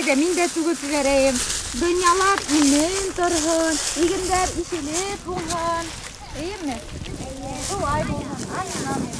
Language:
Bashkir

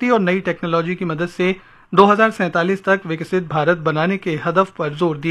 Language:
Urdu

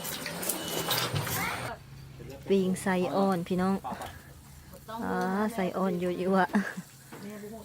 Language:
Lao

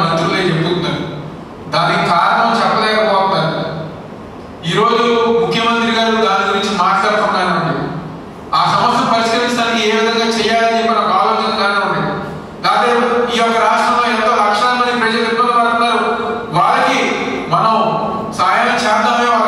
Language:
Telugu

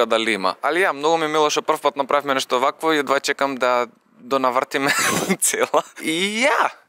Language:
Macedonian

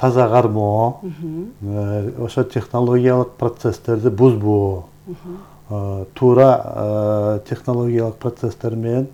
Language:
Kyrgyz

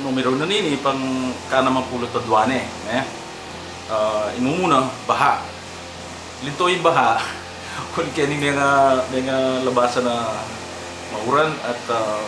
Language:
Pampanga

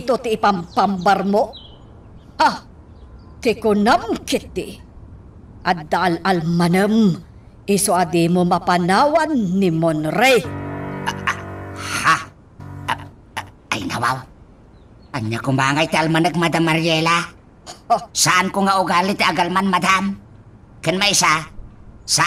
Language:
Iloko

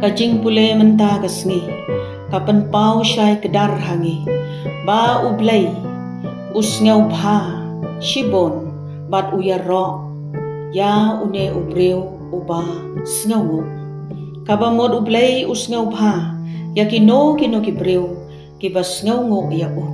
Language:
Khasi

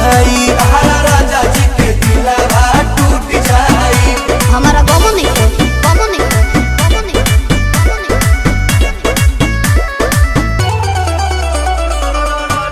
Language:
Bhojpuri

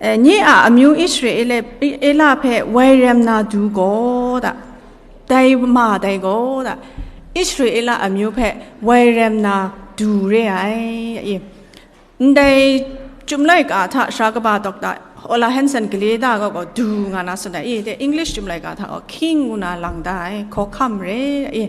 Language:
Kachin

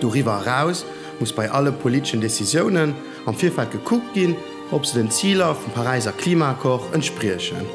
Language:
Luxembourgish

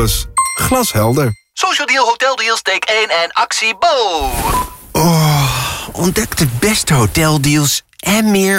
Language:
Dutch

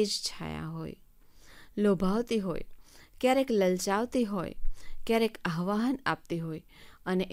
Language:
Gujarati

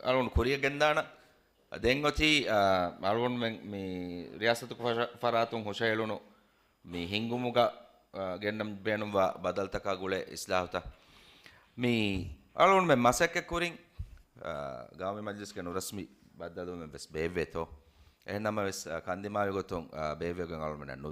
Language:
Divehi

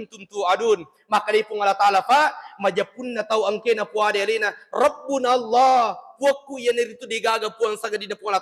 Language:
Buginese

